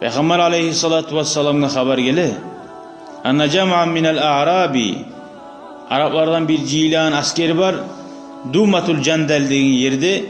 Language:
Kumyk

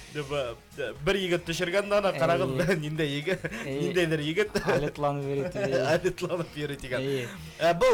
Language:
Bashkir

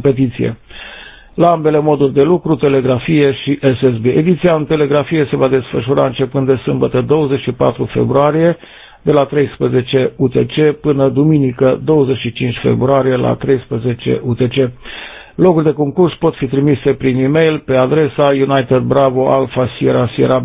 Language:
Romanian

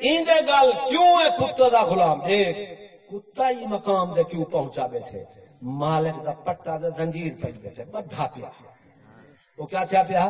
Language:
Saraiki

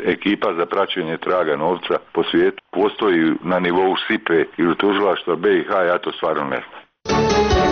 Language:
Bosnian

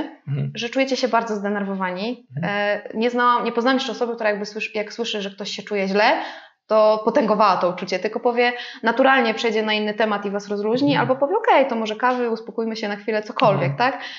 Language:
Polish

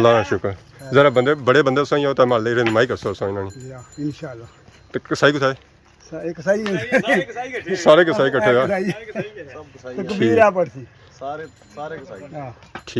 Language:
Pahari-Potwari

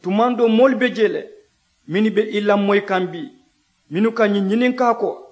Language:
Mandingo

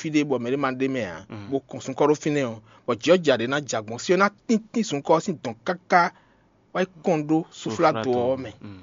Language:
Fon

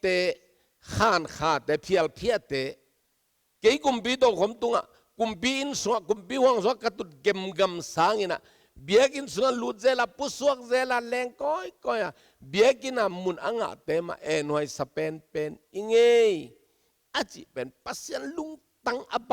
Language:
Tedim Chin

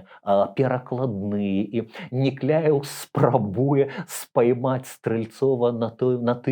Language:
Belarusian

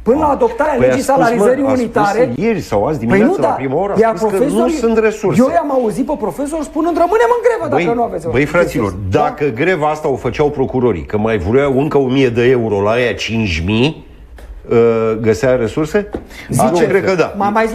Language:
Romanian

